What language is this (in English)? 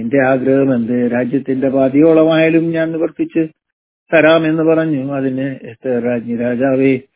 Malayalam